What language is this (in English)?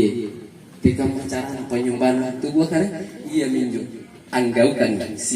Makasar